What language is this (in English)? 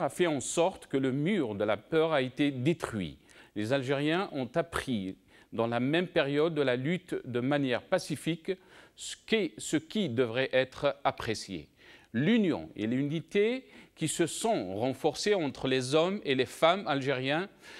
French